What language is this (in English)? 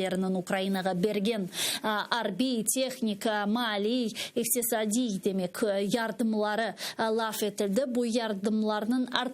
Crimean Tatar